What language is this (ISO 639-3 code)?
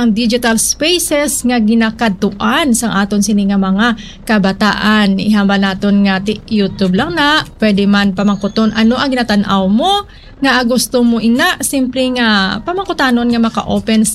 hil